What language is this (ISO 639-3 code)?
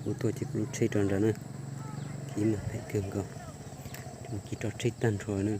hmn